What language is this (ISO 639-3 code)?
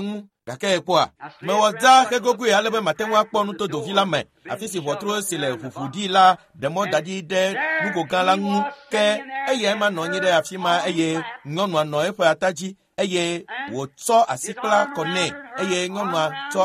ewe